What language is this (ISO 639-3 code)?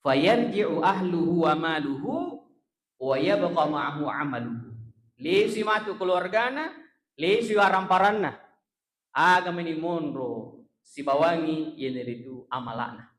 bug